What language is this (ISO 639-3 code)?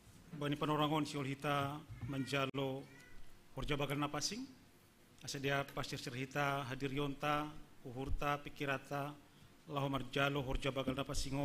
bts